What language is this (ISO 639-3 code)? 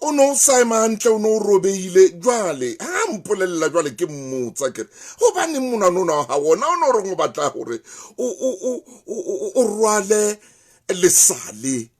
sot